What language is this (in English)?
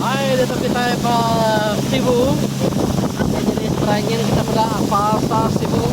Iban